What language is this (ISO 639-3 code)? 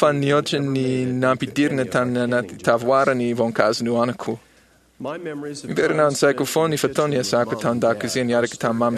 mlg